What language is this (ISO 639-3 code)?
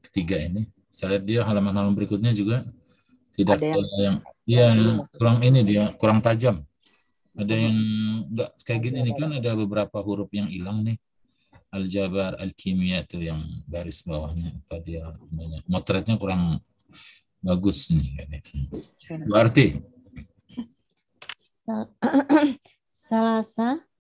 ind